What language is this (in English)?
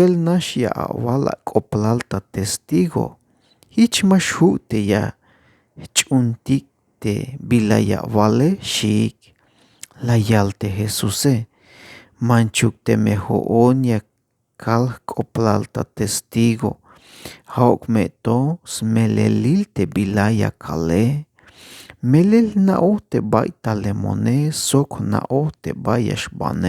Tzeltal